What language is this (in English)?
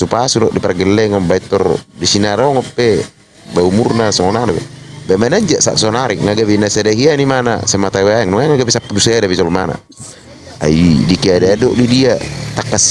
Batak Toba